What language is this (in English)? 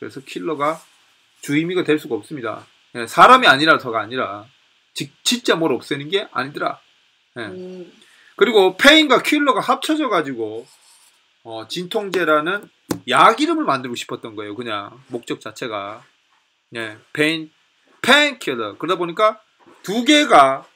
Korean